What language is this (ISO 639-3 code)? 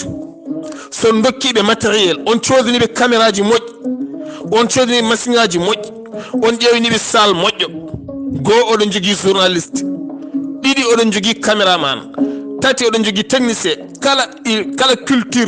ful